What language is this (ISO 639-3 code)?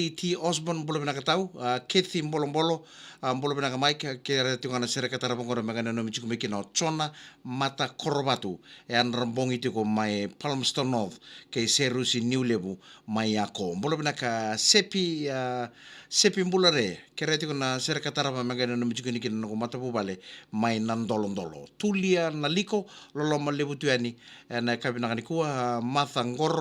fij